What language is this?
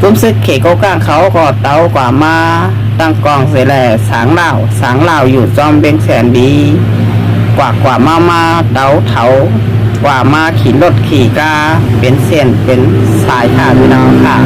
Shan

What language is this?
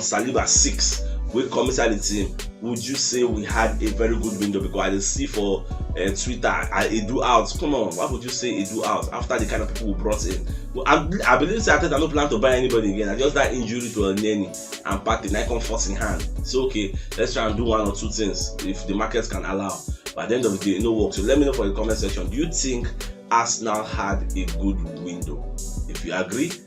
Nigerian Pidgin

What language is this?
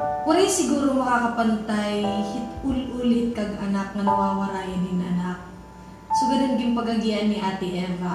Waray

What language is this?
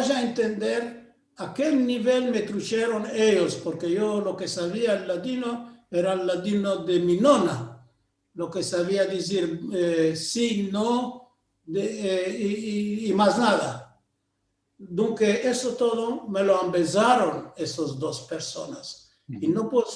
Ladino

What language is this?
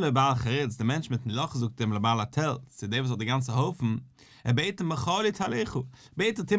Yiddish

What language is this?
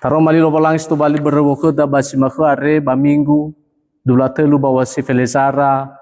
Nias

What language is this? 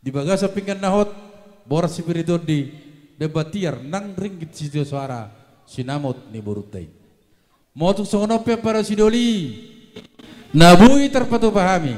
Batak Toba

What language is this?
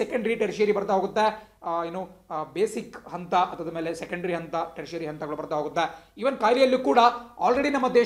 Kannada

